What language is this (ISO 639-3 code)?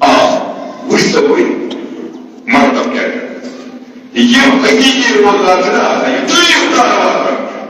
kas